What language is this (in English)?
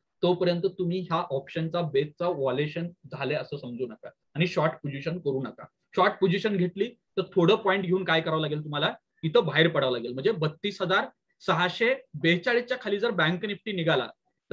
Marathi